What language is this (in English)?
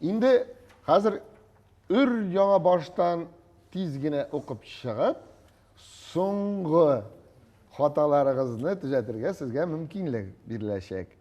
Tatar